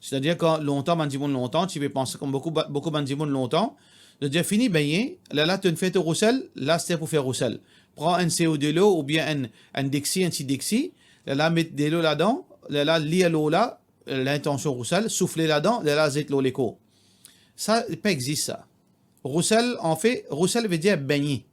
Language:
Morisyen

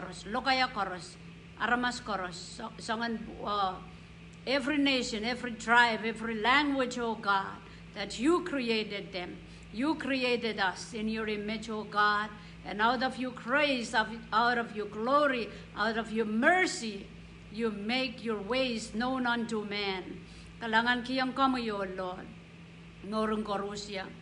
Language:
Pohnpeian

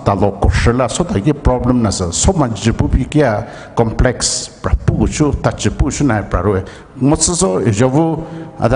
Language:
Poumei Naga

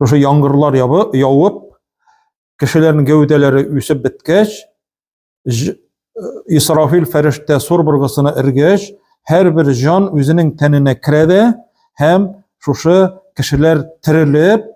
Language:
Tatar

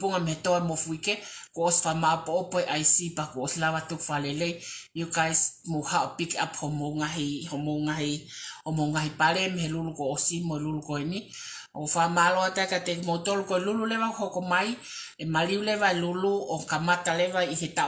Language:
Tongan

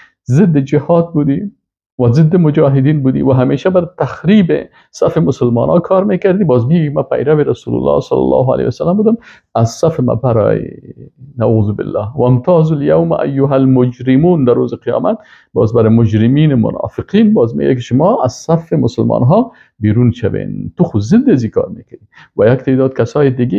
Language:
Persian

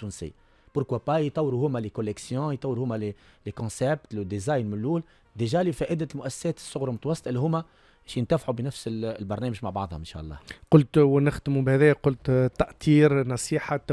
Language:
Tunisian Arabic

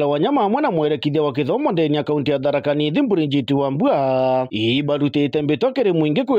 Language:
Meru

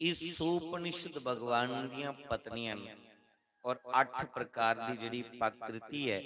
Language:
Dogri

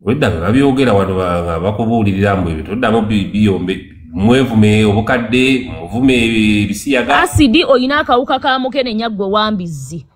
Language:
Ganda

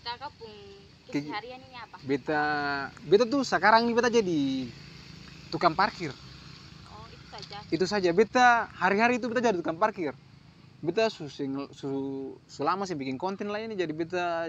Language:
Ambonese Malay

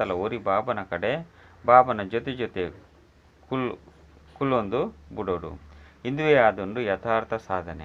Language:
Tulu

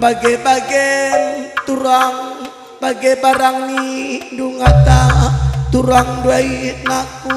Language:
Batak Karo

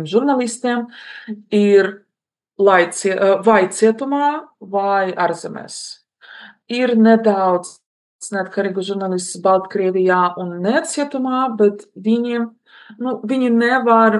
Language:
Latvian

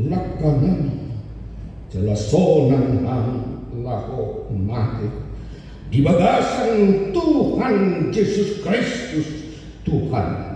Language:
Batak Toba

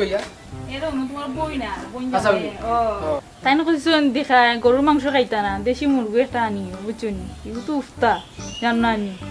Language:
Sylheti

